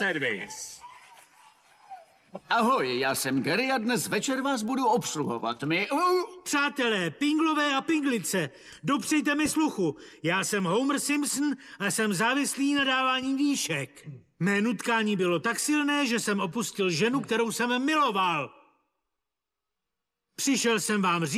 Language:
Czech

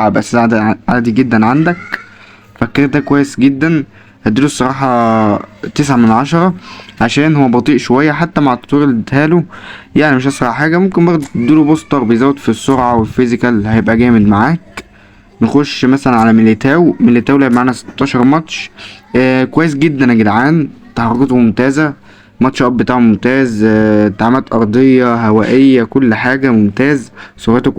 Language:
Egyptian Arabic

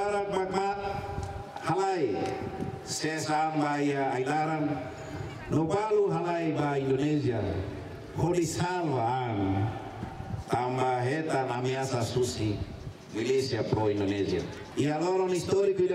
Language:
Tetum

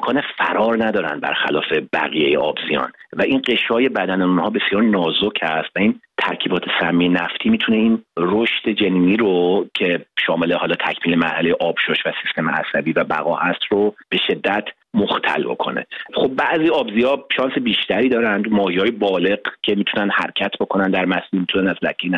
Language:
Persian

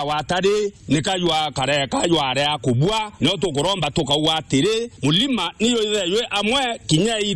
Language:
Meru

